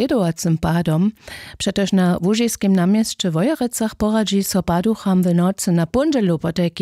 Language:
Upper Sorbian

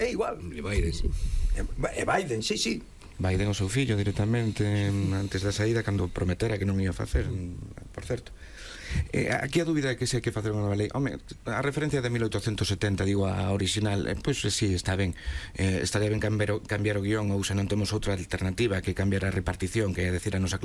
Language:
Galician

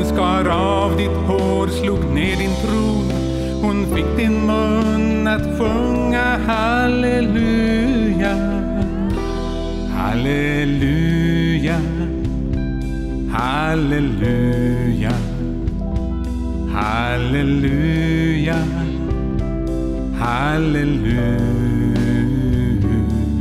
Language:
Swedish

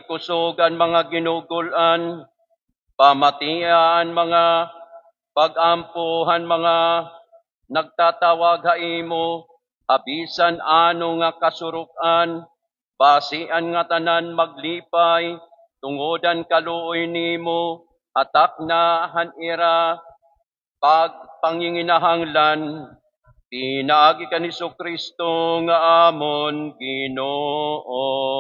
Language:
Waray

